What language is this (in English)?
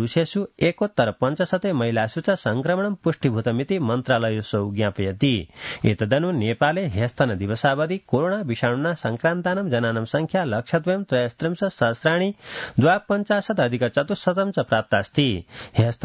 Sanskrit